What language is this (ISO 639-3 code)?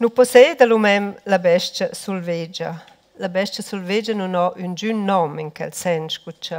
roh